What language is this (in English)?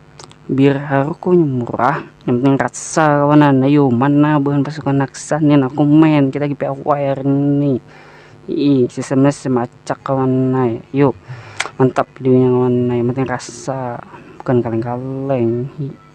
Banjar